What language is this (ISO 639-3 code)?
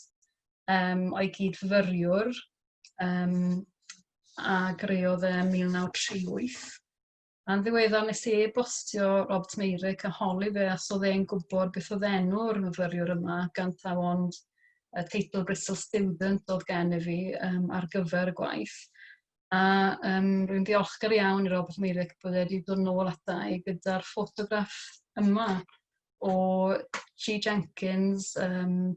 cym